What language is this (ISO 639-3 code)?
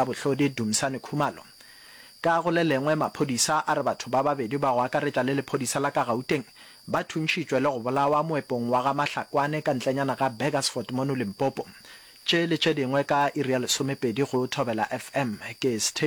nso